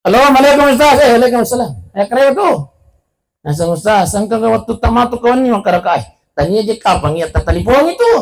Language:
Buginese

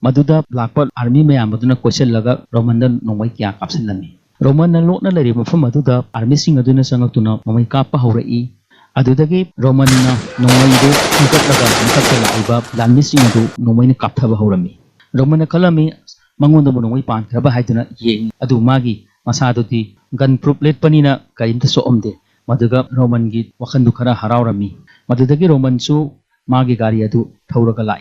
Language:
Manipuri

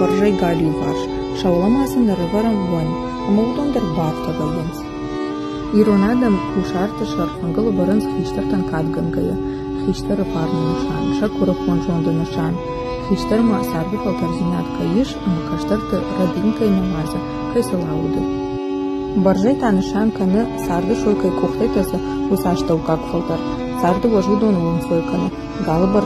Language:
Ossetic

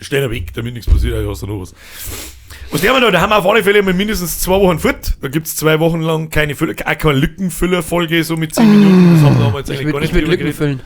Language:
Bavarian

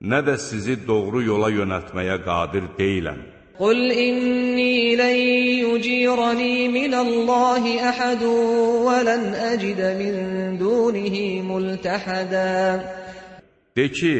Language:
Azerbaijani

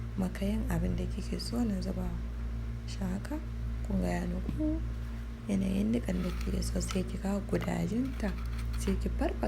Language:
Hausa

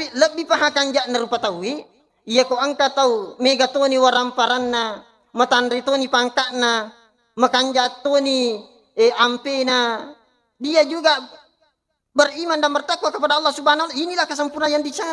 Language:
Buginese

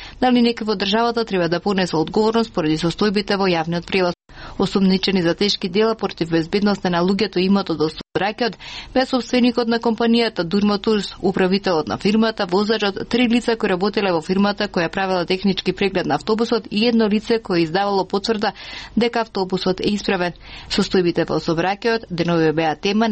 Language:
Macedonian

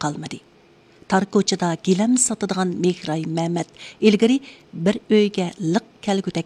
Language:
Uyghur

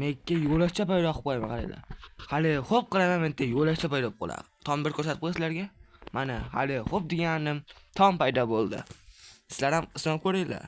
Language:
Uzbek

